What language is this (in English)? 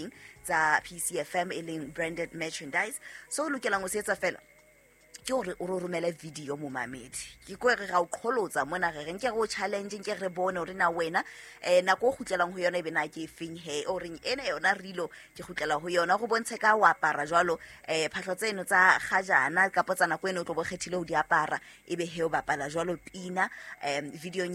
Southern Sotho